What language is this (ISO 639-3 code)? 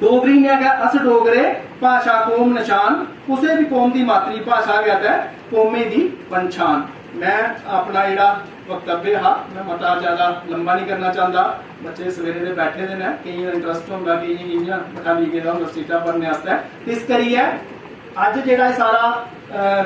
doi